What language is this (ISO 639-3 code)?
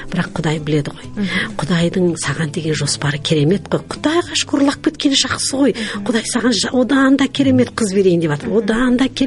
kaz